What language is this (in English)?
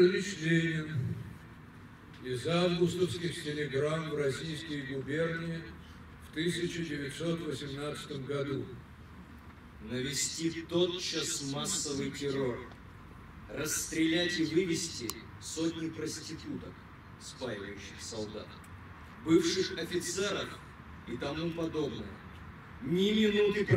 Russian